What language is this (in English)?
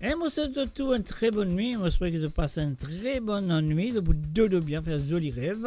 Morisyen